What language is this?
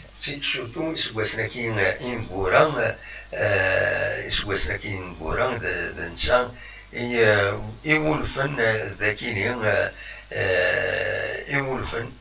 Kabyle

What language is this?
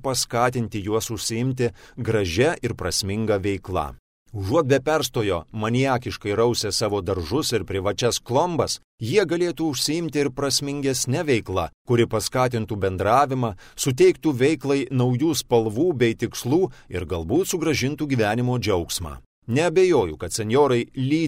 Lithuanian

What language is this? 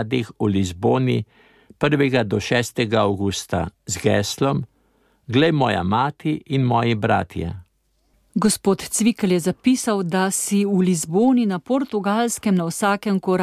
Slovenian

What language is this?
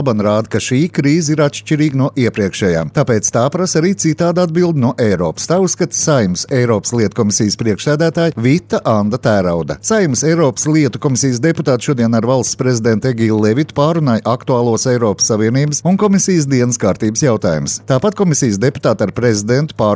Latvian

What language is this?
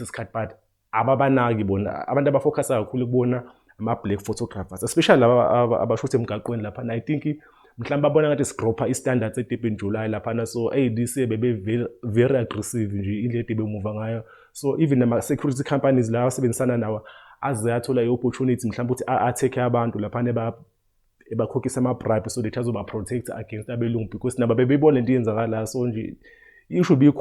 Zulu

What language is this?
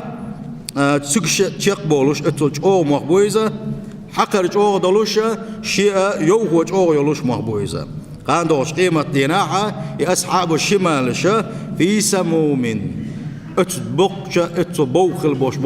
Chechen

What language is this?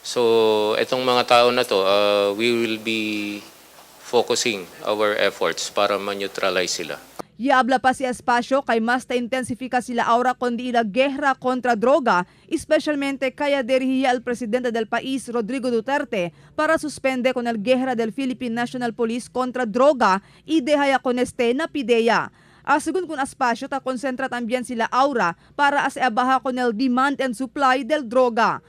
Chavacano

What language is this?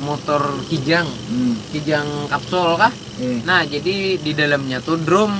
Banjar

